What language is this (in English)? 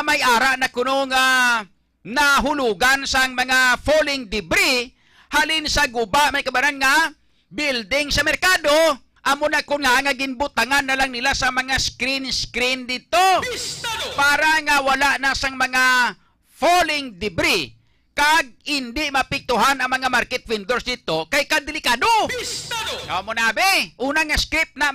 Hiligaynon